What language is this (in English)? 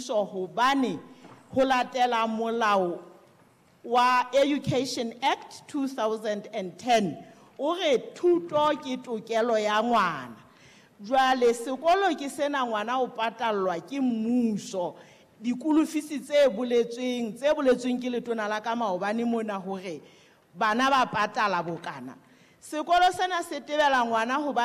Southern Sotho